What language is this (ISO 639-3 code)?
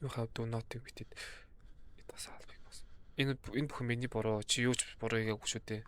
mon